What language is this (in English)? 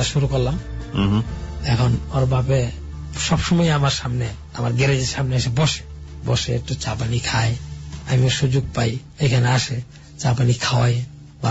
Bangla